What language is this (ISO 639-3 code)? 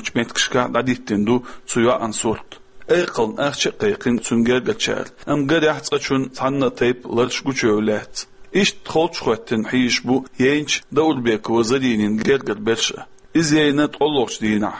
che